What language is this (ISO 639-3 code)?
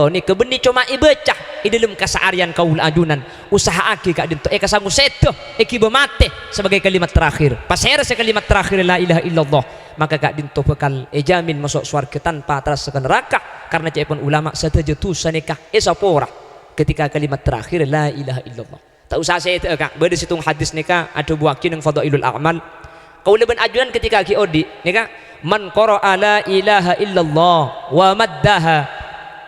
mad